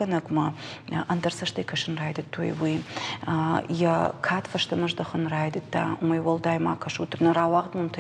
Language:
Ossetic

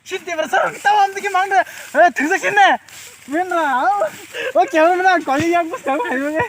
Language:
Kok Borok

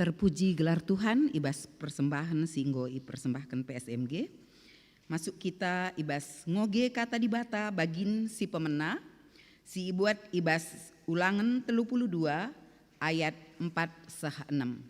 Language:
Batak Karo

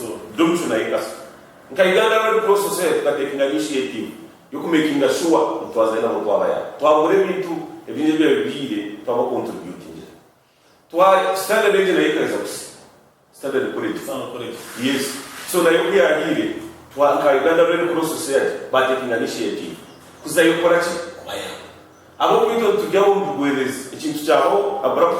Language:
Nyankole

